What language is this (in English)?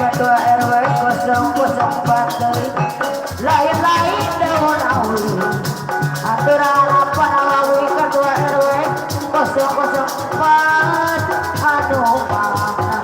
Betawi